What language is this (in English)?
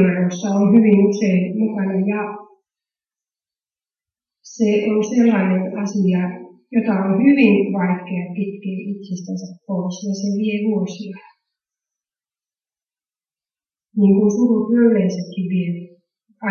Finnish